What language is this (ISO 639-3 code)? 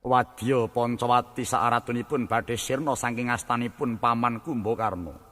jav